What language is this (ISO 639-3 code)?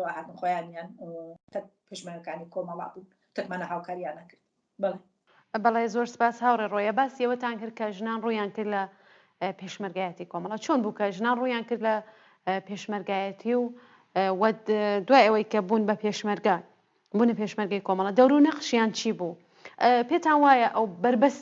ckb